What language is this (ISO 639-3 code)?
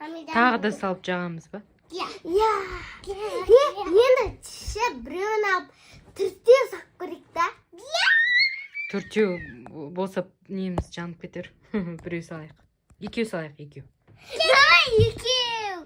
kaz